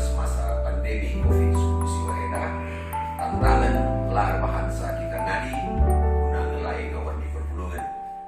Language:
Batak Karo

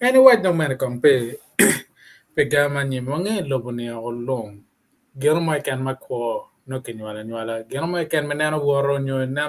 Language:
Acoli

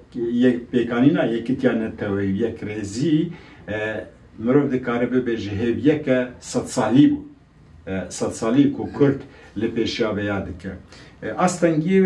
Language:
Kurdish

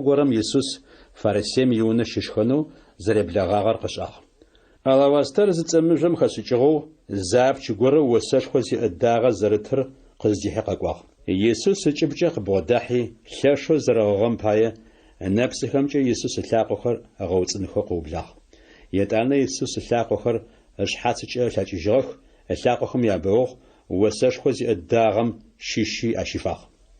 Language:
Adyghe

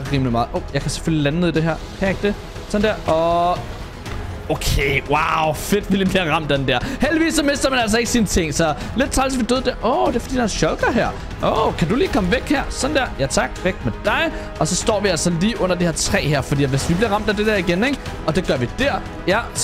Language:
Danish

